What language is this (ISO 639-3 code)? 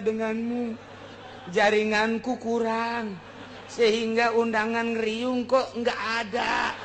sun